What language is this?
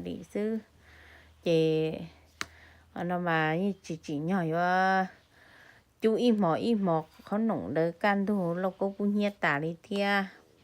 Hmong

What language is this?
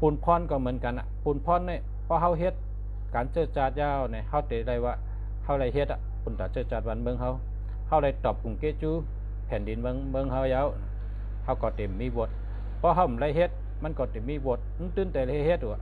Shan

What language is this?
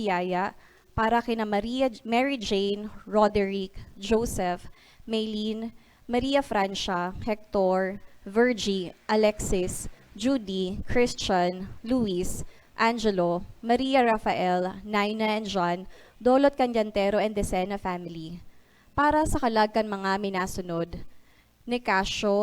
Bikol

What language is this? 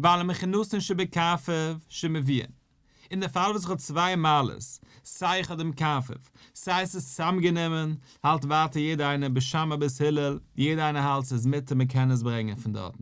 Yiddish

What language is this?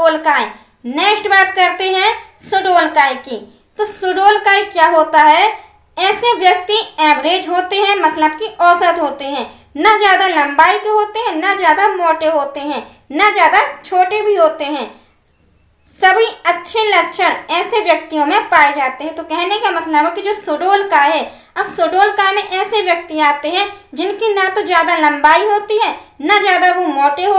Hindi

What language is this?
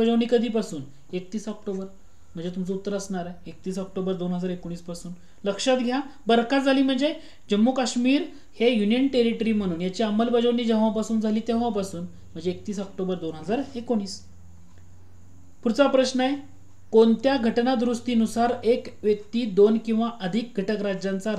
Marathi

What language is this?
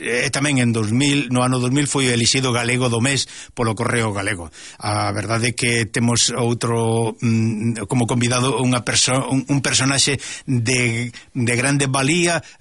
Galician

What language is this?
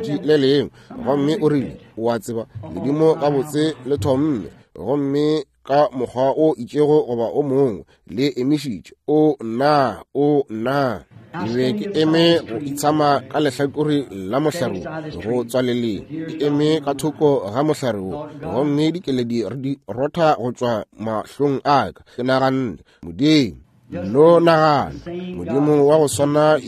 Northern Sotho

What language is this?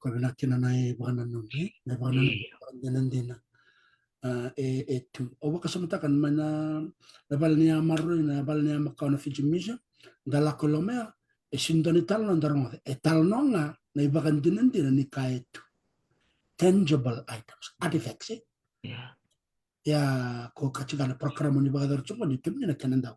Fijian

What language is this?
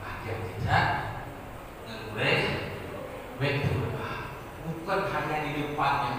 Achinese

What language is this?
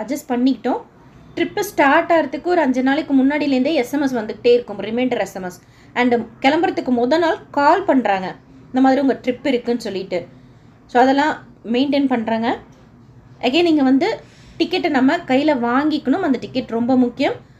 Tamil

